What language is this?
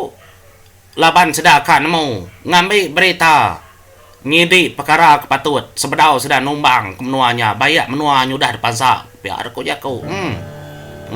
Iban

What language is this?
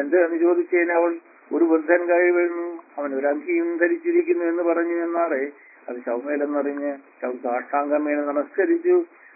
Malayalam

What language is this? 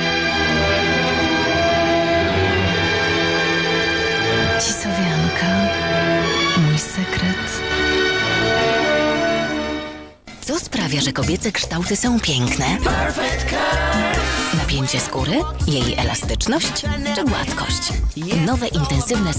Polish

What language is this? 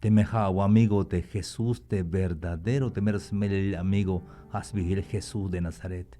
Tzeltal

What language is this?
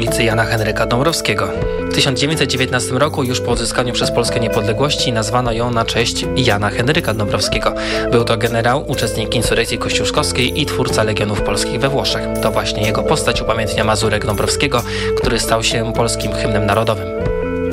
Polish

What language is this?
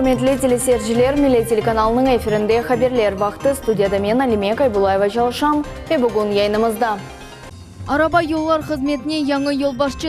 Crimean Tatar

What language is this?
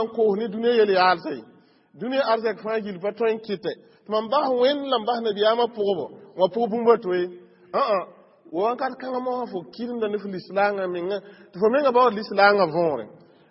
Mossi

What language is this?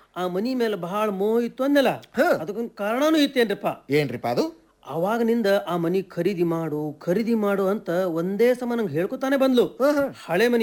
Kannada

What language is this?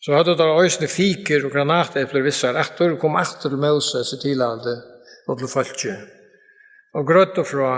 Faroese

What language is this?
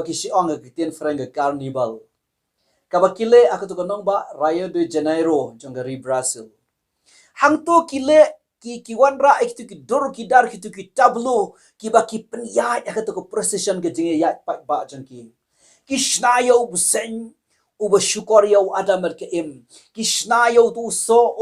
Khasi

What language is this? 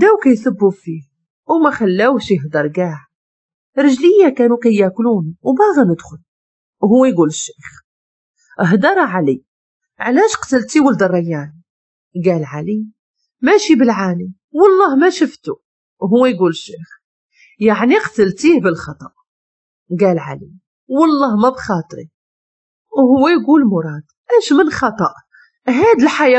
Moroccan Arabic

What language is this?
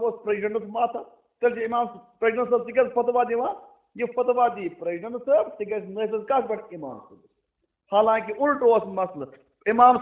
Kashmiri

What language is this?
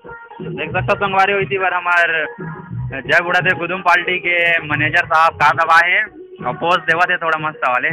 Chhattisgarhi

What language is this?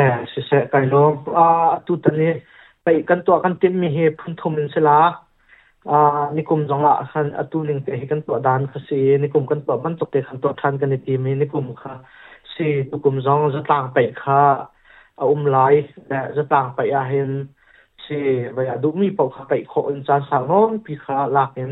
Hakha Chin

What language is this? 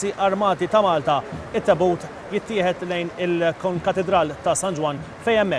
Maltese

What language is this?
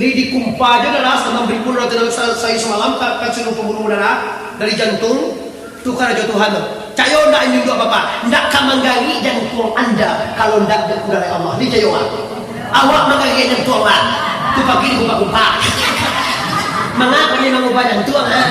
Minangkabau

